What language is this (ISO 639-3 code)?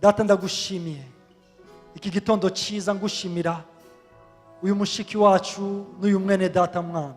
run